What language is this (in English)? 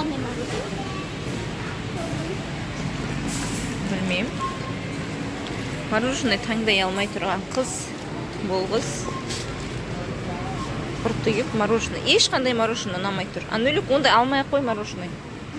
Kazakh